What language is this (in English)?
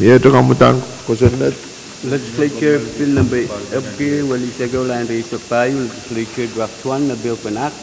Pohnpeian